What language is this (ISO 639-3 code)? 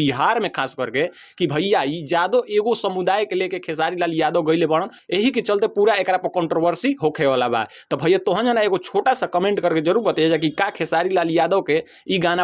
bho